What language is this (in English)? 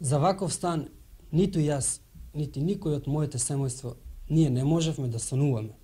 Macedonian